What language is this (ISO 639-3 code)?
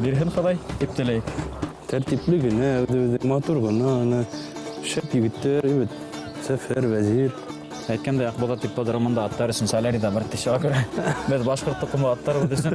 bak